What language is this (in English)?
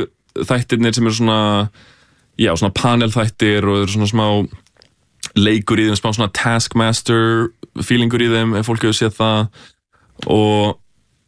Icelandic